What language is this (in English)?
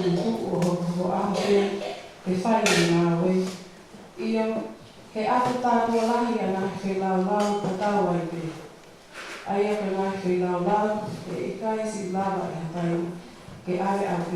Tongan